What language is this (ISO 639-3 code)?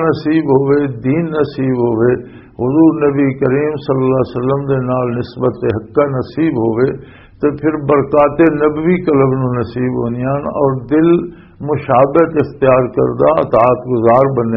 lah